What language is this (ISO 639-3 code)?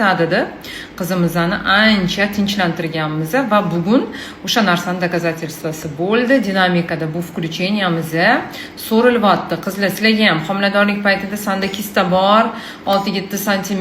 uzb